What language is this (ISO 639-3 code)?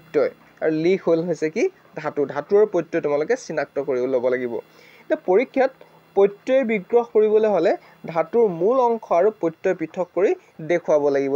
asm